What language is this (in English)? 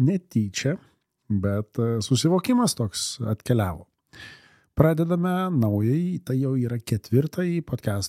Lithuanian